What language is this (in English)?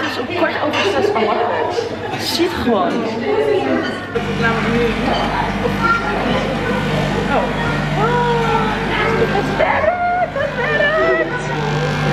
Dutch